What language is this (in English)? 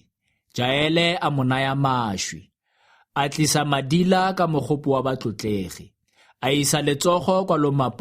Tswana